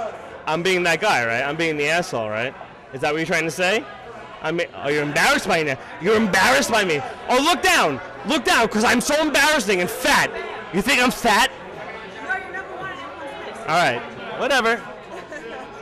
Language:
English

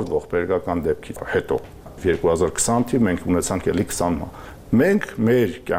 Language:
Armenian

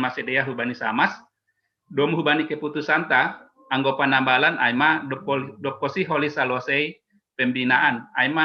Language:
Batak Simalungun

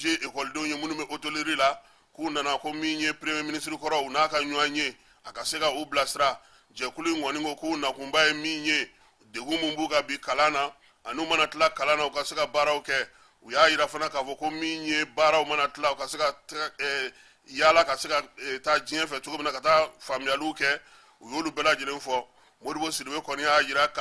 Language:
Bambara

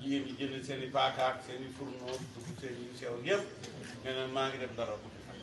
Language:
Wolof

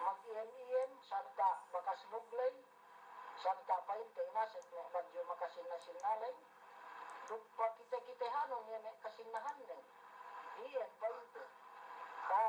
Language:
Yakan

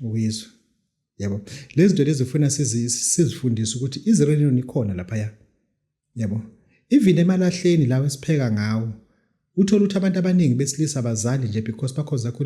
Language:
Zulu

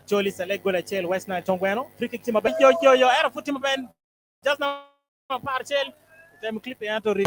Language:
Acoli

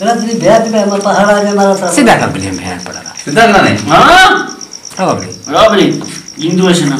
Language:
Saraiki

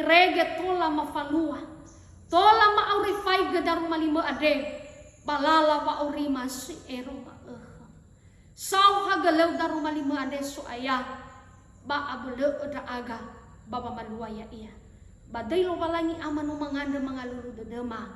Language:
Nias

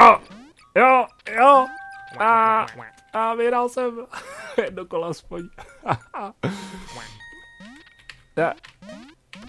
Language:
Czech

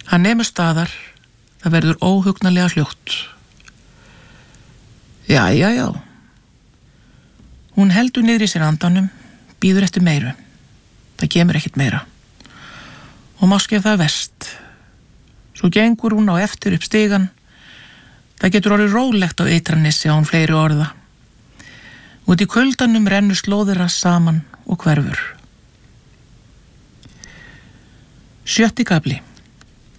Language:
Icelandic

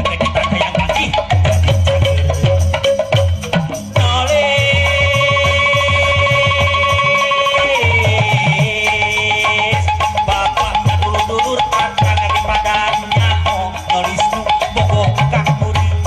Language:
Sundanese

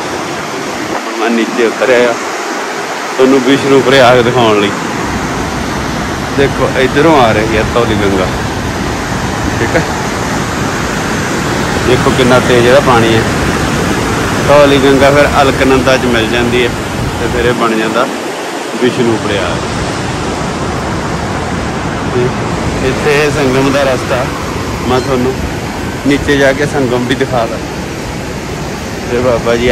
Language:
Punjabi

